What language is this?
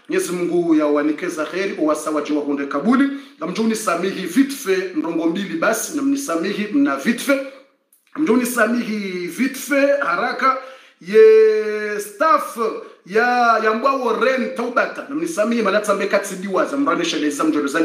Swahili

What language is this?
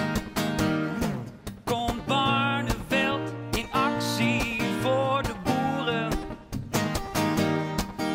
Dutch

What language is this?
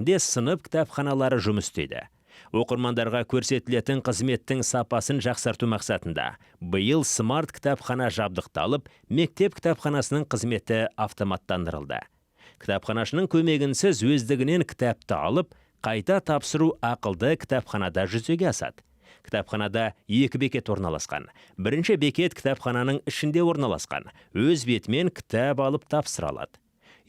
Kazakh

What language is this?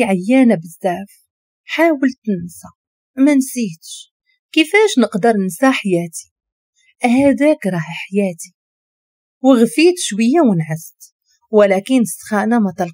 Moroccan Arabic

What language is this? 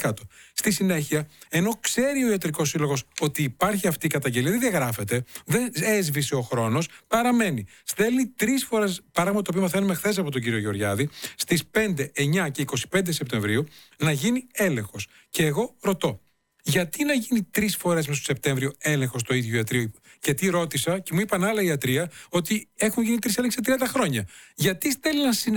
Greek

